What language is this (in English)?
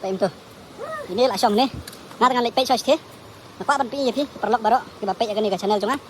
Khasi